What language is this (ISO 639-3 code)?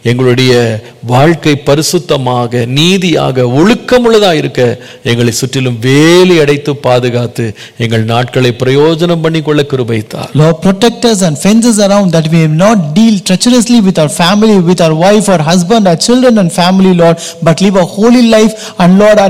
tam